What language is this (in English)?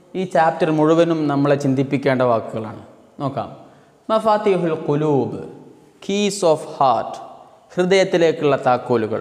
Malayalam